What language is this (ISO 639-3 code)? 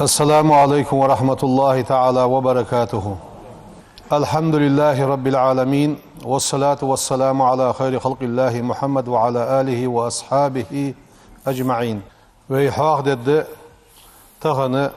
inh